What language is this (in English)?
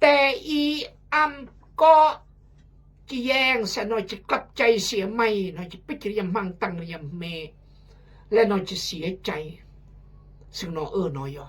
Khmu